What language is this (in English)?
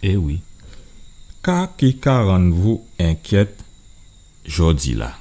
Guadeloupean Creole French